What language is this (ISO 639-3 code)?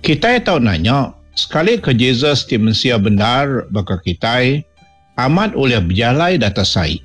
iba